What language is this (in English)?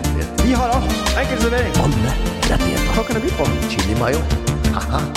Norwegian